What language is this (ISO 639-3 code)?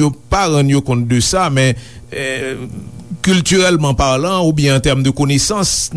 hat